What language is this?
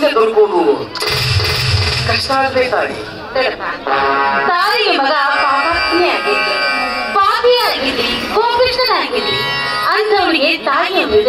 Kannada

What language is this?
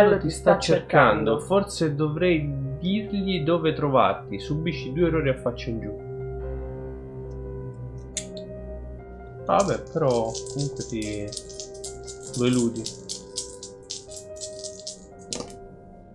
Italian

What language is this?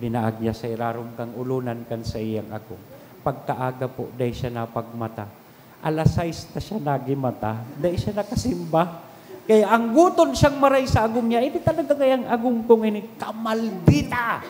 Bikol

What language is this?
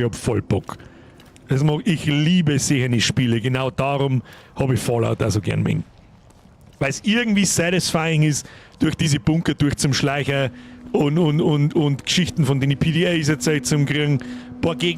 Bavarian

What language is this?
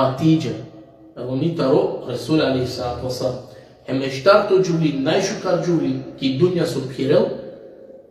Balkan Romani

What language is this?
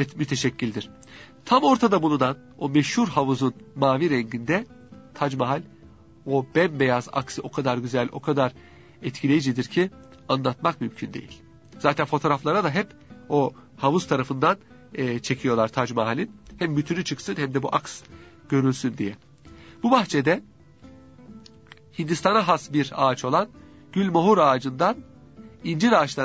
Turkish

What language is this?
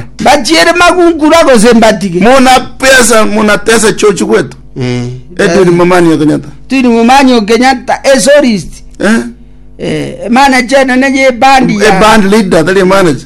Gusii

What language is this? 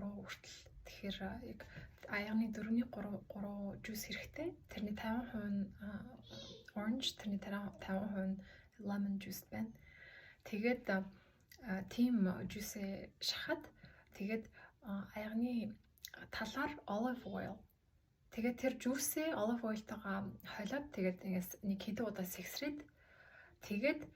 Mongolian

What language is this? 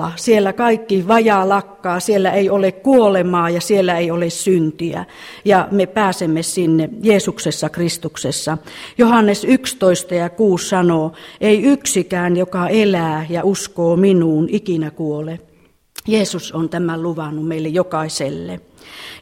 Finnish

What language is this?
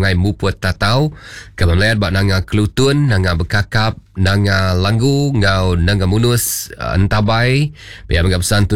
Iban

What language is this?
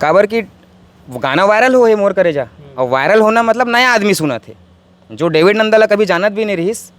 Chhattisgarhi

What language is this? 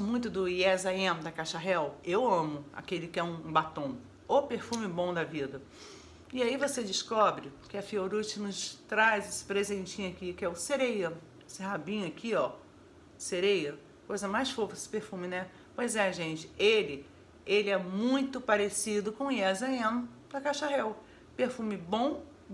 Portuguese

